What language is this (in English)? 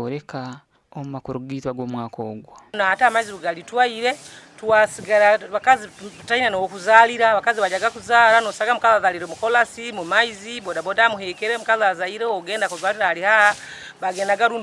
Nyankole